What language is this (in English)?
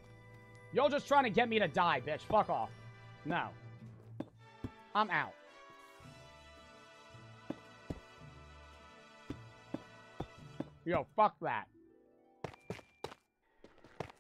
English